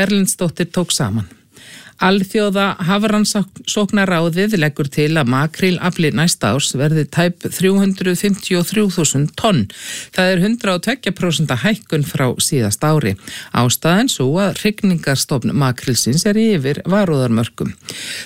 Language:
Icelandic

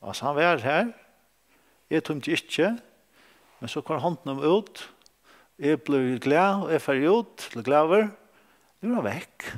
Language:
Faroese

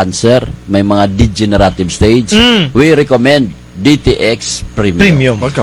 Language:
Kinaray-a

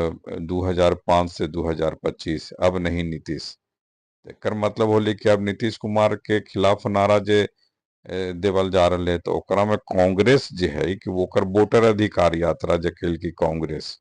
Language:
Magahi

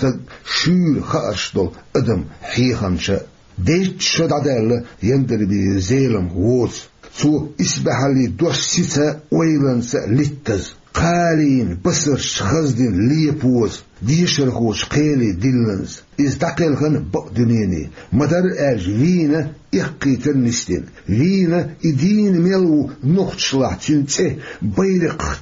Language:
Chechen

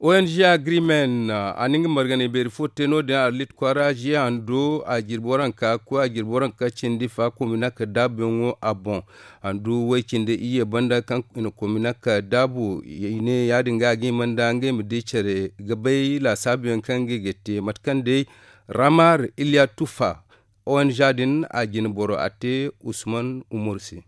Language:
Zarma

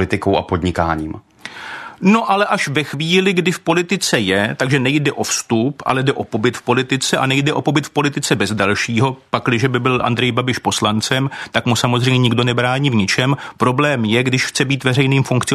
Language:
Czech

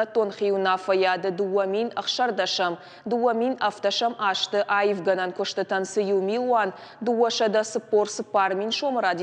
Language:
Ossetic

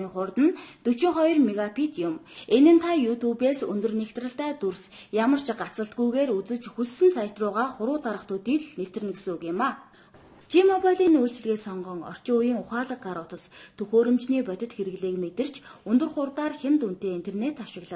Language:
Mongolian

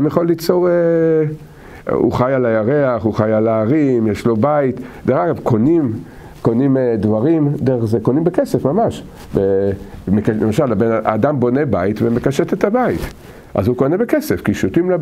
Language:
Hebrew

